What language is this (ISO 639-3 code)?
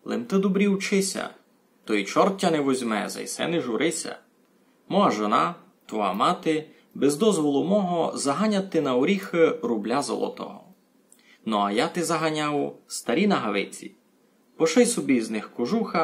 rue